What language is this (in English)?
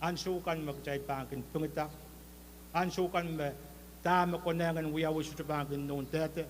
Pohnpeian